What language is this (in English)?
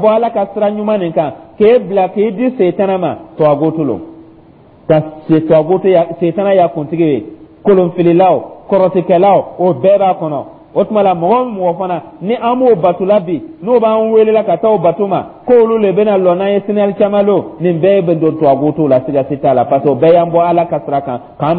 Dyula